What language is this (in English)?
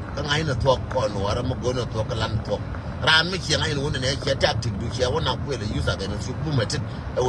Nuer